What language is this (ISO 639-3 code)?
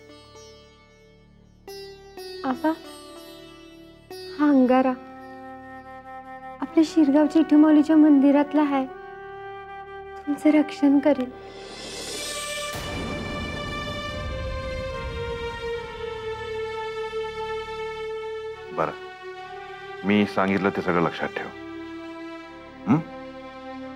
mar